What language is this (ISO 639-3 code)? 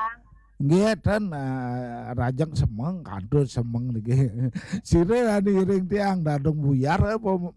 ban